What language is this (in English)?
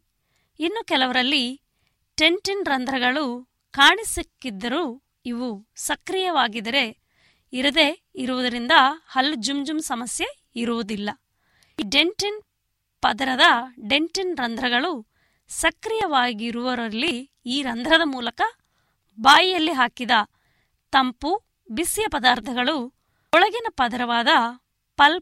Kannada